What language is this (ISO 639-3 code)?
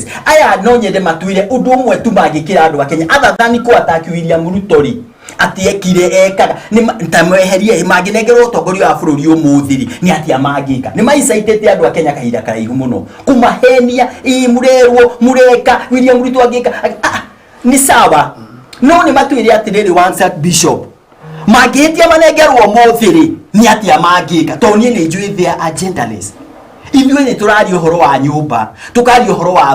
kik